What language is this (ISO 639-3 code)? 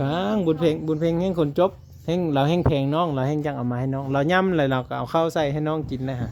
lao